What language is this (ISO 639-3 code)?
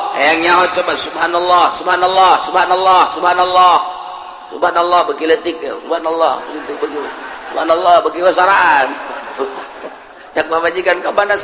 sun